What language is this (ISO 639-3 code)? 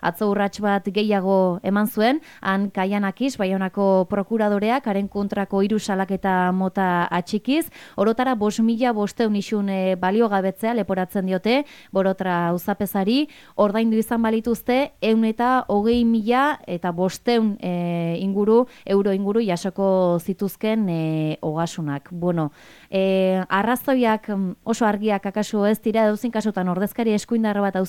eus